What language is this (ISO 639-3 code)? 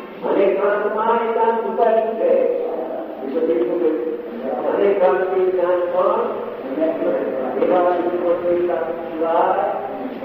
guj